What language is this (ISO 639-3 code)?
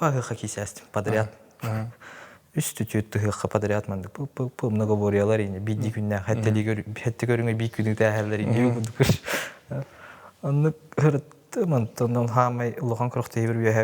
sah